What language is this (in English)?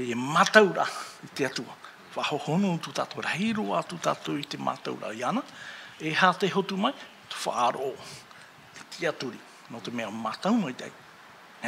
Tahitian